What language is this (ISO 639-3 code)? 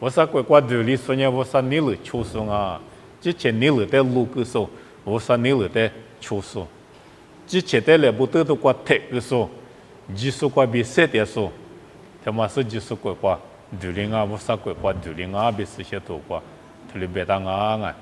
lis